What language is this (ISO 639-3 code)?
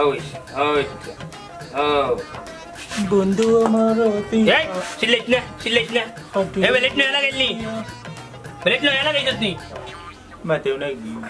syl